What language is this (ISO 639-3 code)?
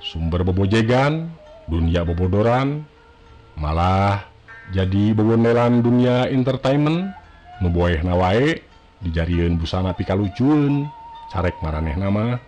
sun